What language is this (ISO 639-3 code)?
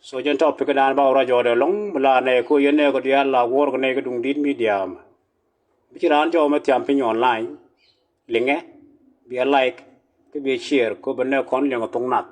nus